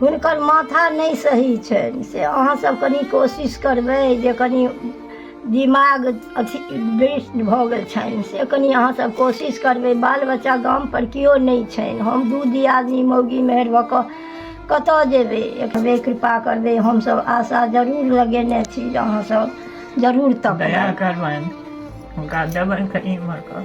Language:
Maithili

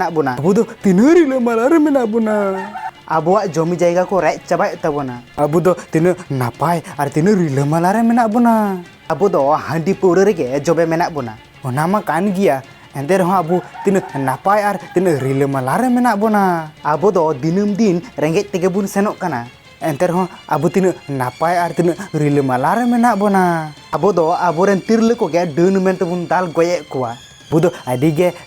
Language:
Santali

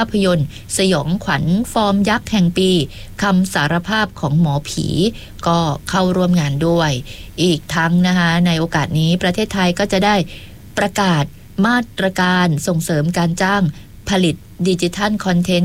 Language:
Thai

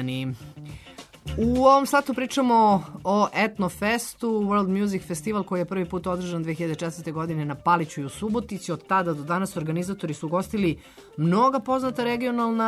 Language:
Serbian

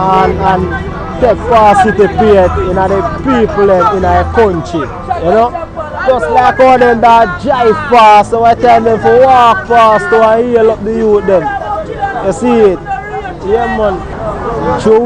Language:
Jamaican Creole English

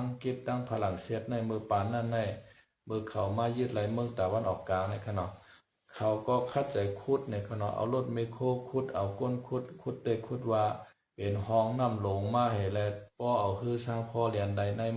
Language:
Shan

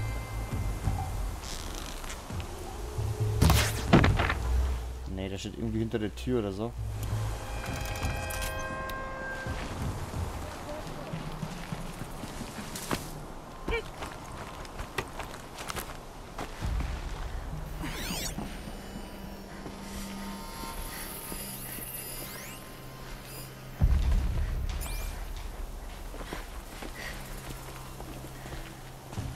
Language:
German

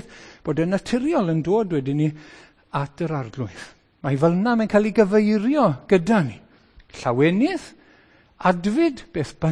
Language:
Welsh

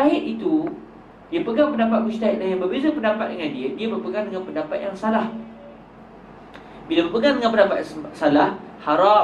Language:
Malay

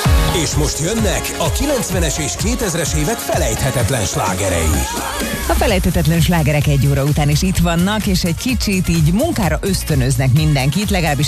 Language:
Hungarian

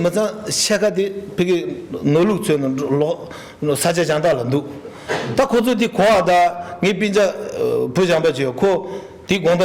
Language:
Tibetan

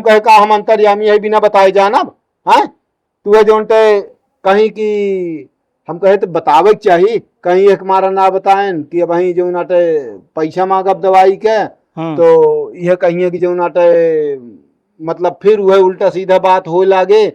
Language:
Awadhi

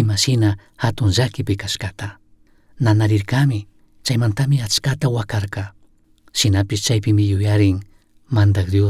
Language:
Chimborazo Highland Quichua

